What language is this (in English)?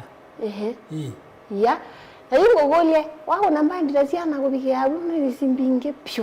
Kamba